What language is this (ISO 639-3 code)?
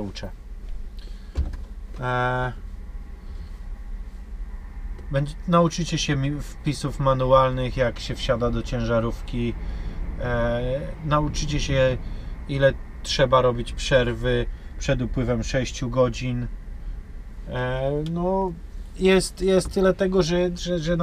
pol